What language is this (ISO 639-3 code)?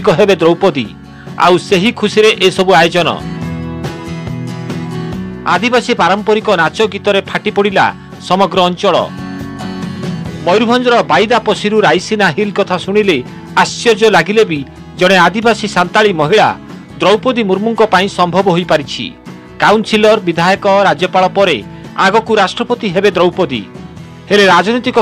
ori